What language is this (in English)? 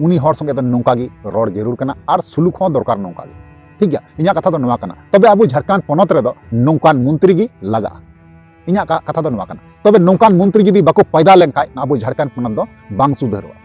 Santali